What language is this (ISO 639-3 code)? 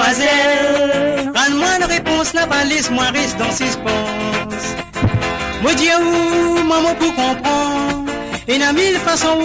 mfe